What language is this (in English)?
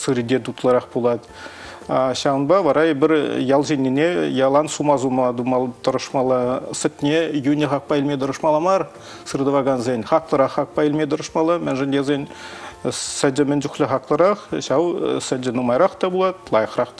Chuvash